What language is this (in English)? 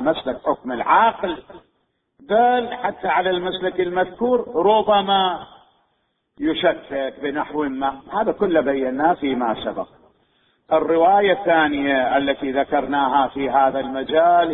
Mesopotamian Arabic